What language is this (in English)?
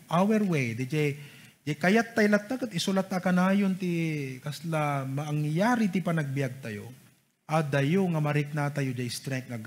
Iloko